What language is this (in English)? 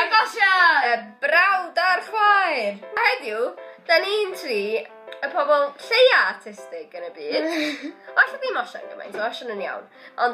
Welsh